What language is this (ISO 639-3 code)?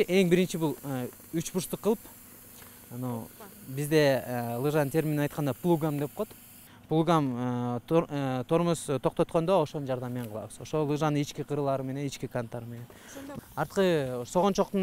kir